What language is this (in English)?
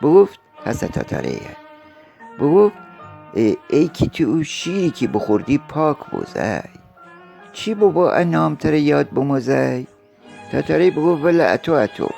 Gilaki